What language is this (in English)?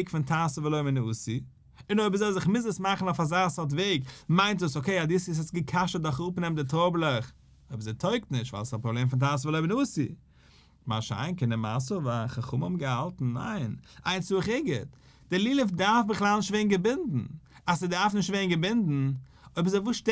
Yiddish